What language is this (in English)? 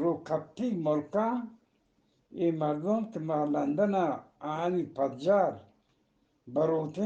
Eastern Balochi